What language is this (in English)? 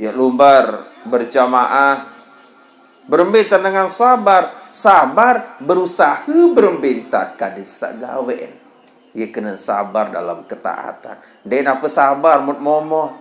Sasak